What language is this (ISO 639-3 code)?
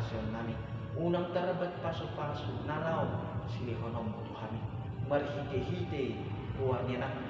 bbc